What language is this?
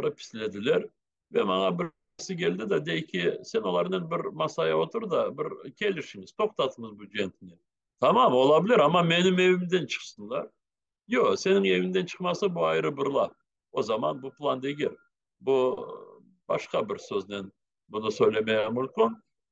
Crimean Tatar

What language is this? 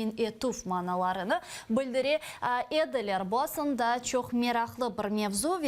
Crimean Tatar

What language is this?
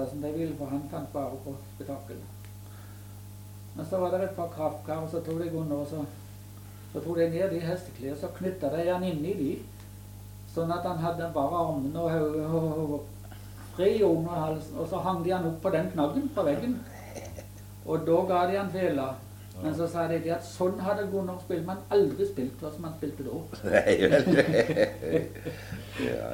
Norwegian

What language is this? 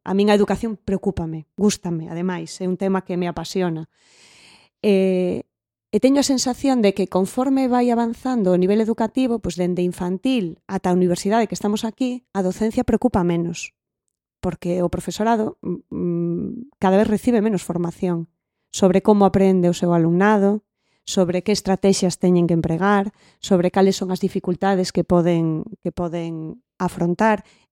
Galician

